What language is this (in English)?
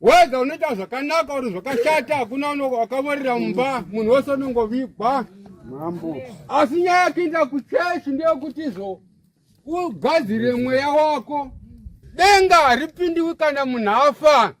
Shona